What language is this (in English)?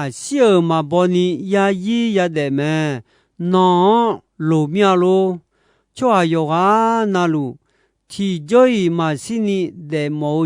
Akha